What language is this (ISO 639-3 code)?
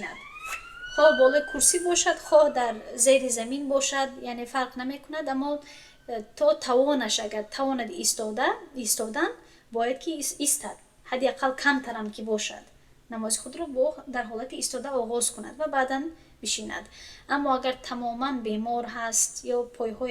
tgk